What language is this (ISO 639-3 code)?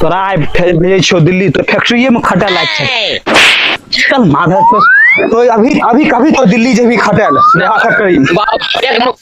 mai